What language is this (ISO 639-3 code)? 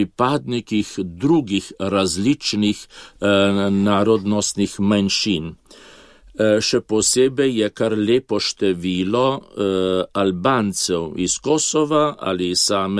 slv